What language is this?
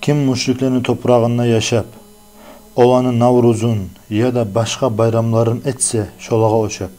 Kumyk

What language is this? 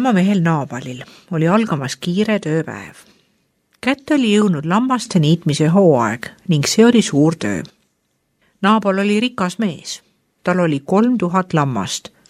Estonian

